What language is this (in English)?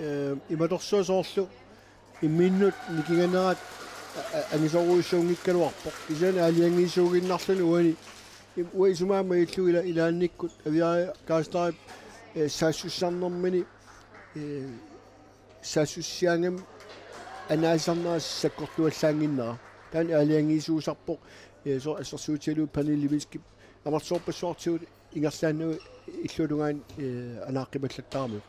Kalaallisut